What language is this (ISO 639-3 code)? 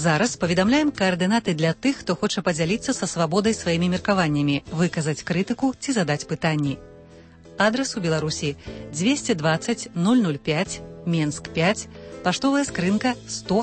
bel